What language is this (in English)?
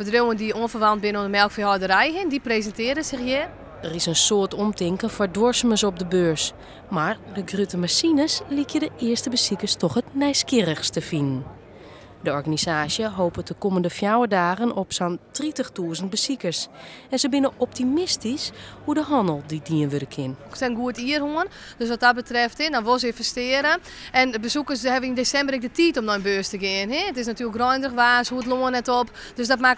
Western Frisian